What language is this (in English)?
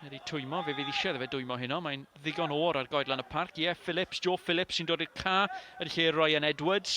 Welsh